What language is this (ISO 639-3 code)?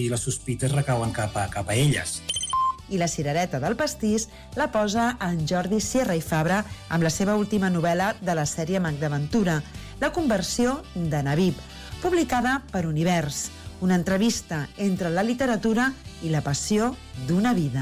cat